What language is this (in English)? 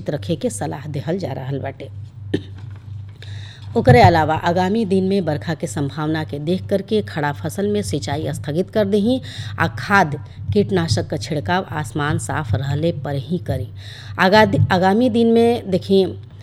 Bhojpuri